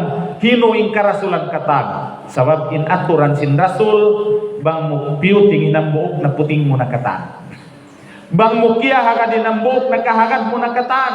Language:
Tausug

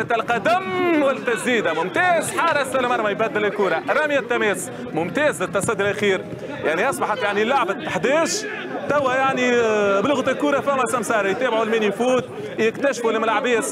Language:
Tunisian Arabic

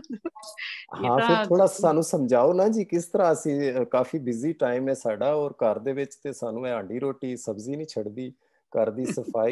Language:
Punjabi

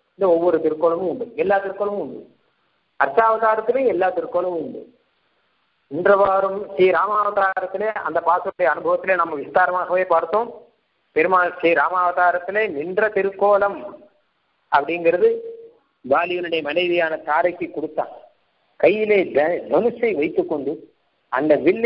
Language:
Tamil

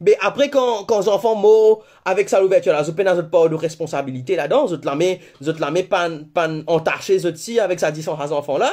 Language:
Morisyen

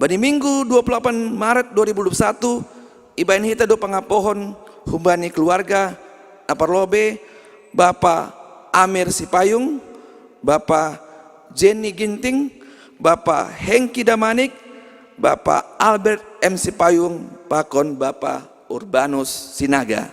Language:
Batak Simalungun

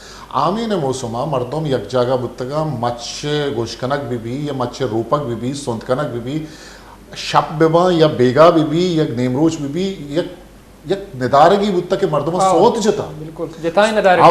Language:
Baluchi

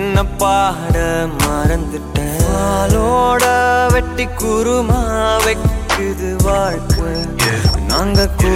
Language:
Tamil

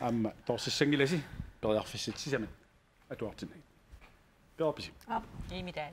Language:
Kalaallisut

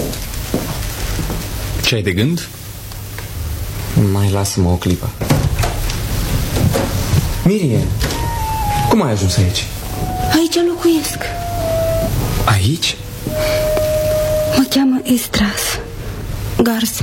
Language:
Romanian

